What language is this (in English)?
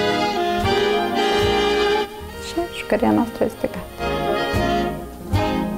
Romanian